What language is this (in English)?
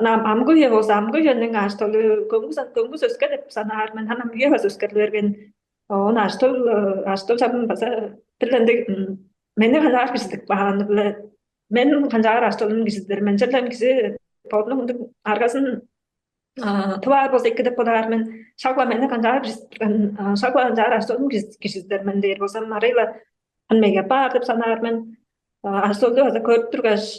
Tuvinian